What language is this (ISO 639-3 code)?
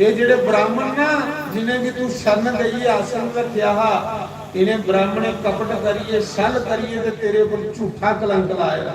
doi